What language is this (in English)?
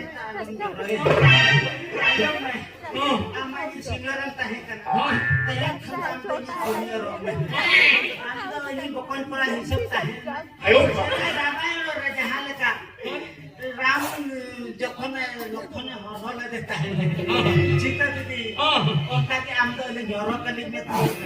Santali